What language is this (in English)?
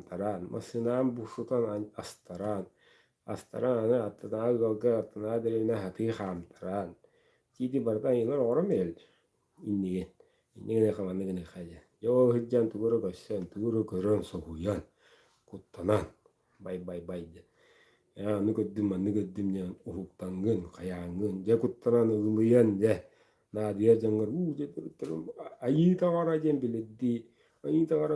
Yakut